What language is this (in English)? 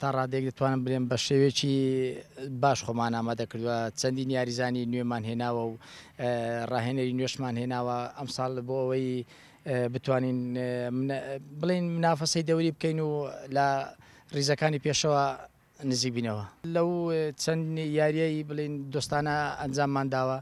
Central Kurdish